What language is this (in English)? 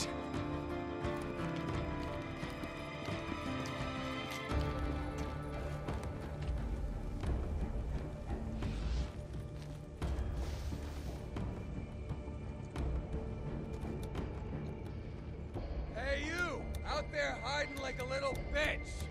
English